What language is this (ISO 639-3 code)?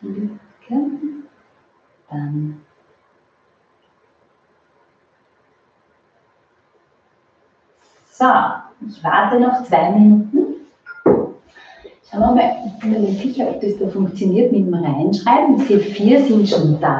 deu